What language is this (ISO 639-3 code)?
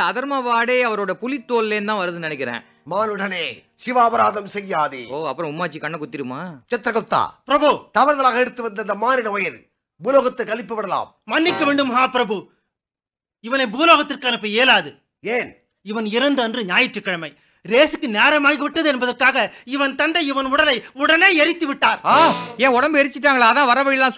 tam